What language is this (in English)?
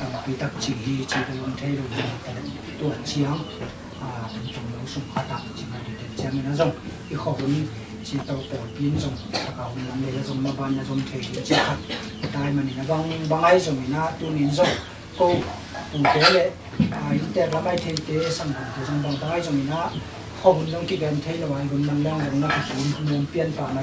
Tedim Chin